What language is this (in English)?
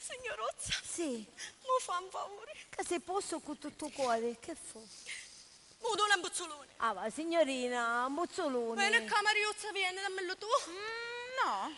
Sicilian